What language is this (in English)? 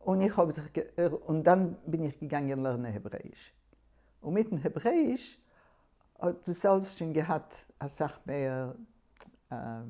Yiddish